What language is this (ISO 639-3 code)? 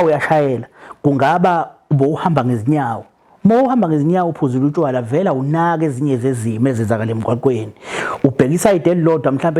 zul